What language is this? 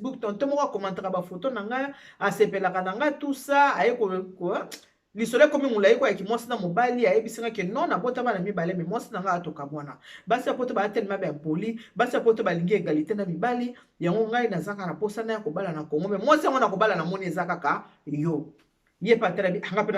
Lingala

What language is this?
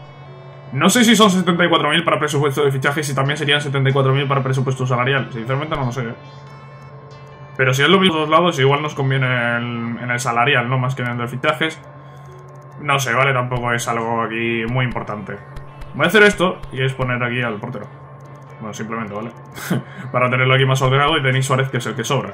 Spanish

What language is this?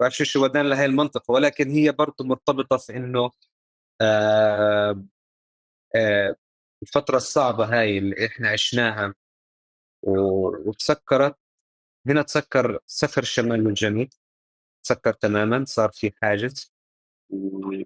North Levantine Arabic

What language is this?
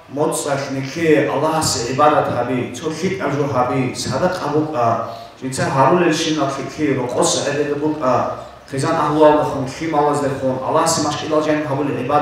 Avaric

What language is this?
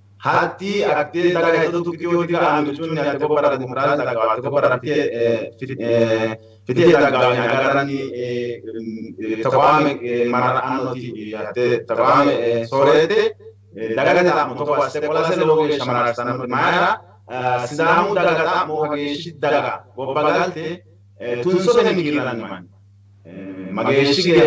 Sidamo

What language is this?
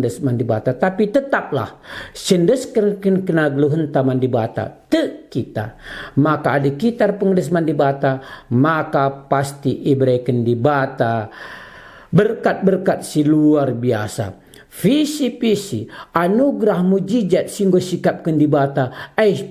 Batak Karo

